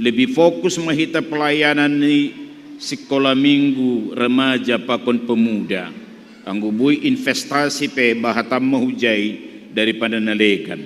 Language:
Batak Simalungun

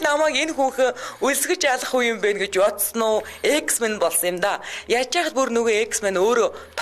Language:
Mongolian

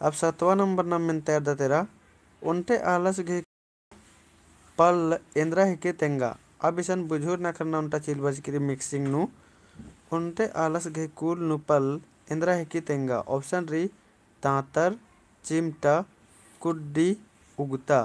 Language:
Kurukh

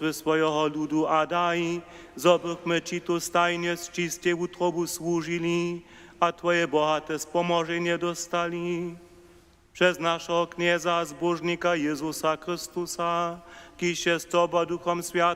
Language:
Upper Sorbian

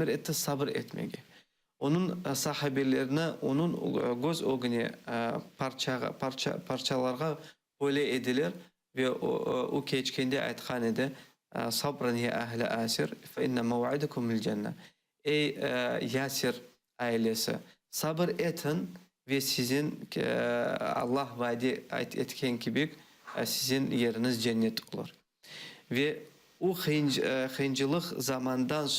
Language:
Crimean Tatar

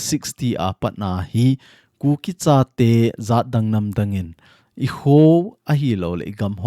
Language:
Thado Chin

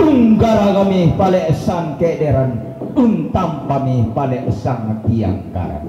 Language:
Toraja-Sa'dan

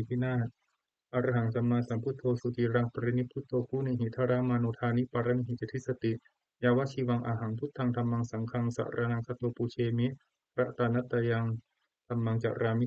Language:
Pali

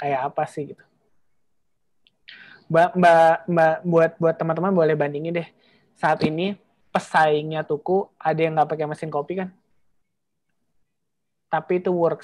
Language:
Indonesian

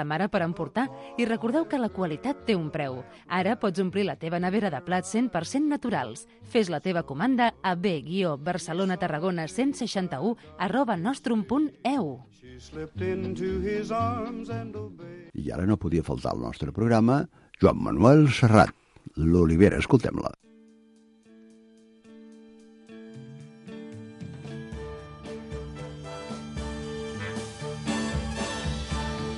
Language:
Catalan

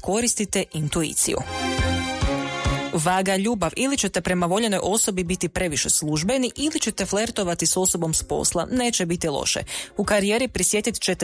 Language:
Croatian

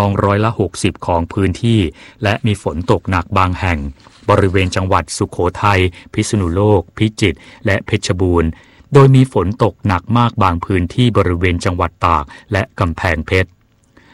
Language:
Thai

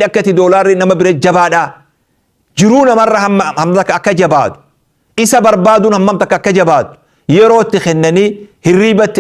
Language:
Oromo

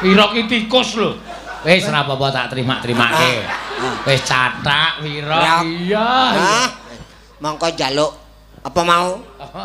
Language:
Javanese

